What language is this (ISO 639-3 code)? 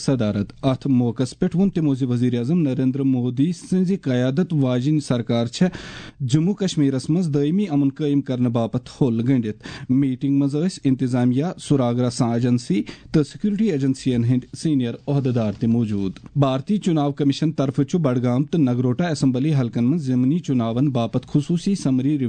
kas